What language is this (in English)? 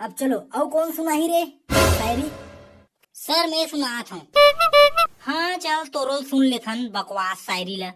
Chhattisgarhi